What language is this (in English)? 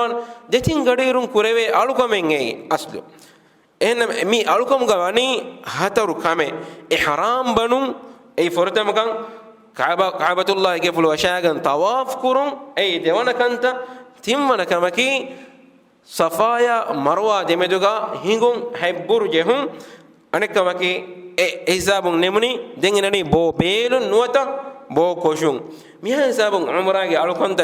Divehi